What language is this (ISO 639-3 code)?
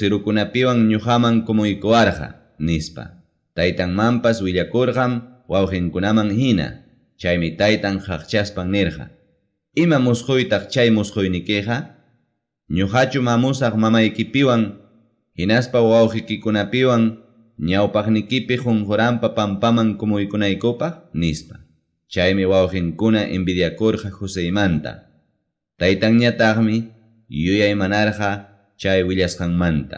quy